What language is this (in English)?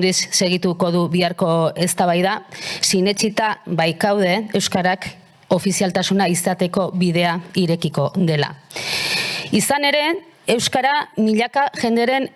Basque